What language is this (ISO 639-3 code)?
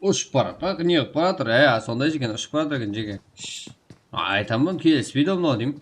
kaa